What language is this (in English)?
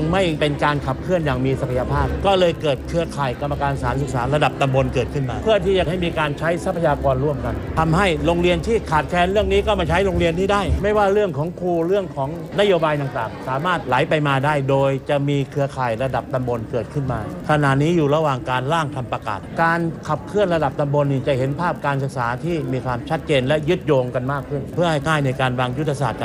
Thai